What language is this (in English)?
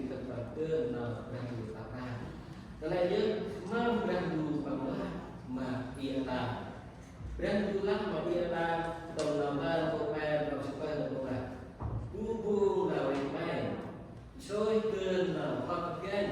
Central Mnong